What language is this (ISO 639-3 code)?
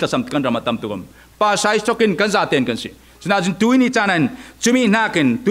cfm